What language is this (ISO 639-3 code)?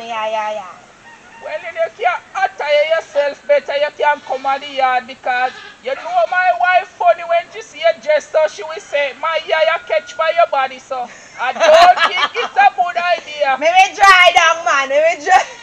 jam